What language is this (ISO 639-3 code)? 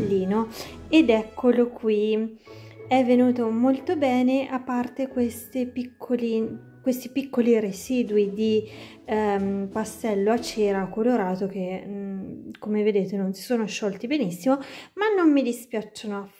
ita